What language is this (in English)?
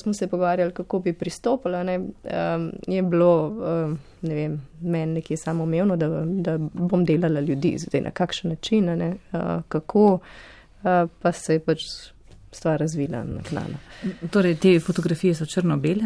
Slovenian